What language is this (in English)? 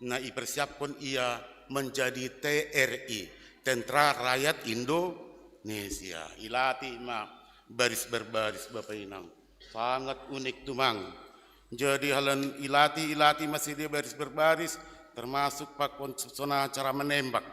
Batak Simalungun